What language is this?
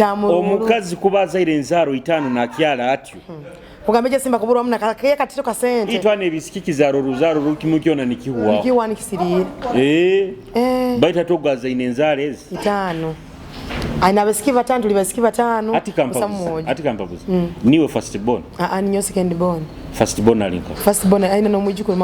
Nyoro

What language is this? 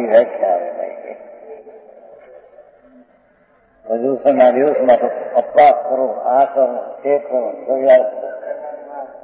Gujarati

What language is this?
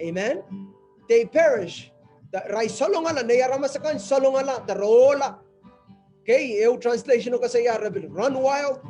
Pohnpeian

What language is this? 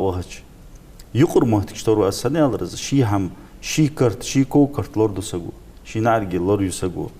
Ingush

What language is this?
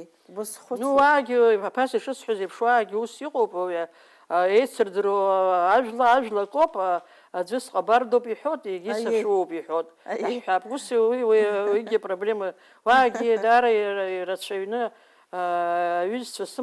Abkhazian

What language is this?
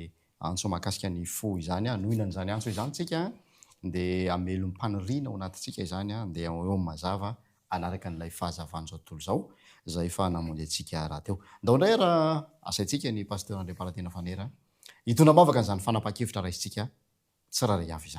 Malagasy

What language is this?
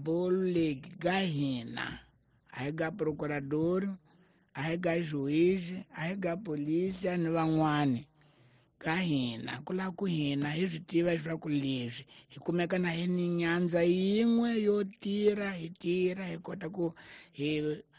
Tsonga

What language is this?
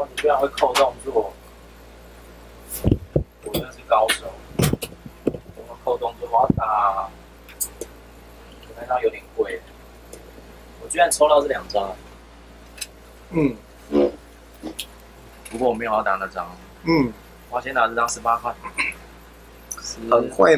Chinese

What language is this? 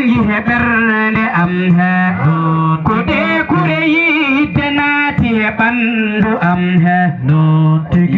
Fula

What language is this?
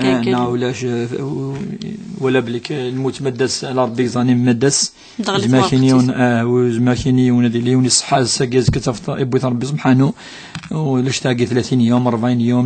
Kabyle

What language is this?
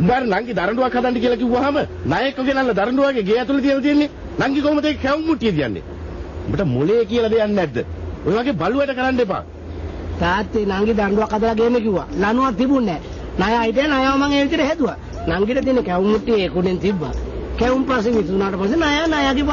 Sinhala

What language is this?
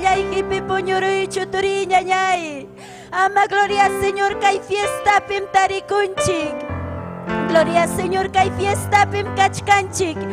Ayacucho Quechua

